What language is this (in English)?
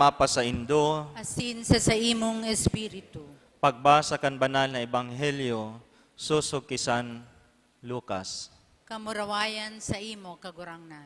Bikol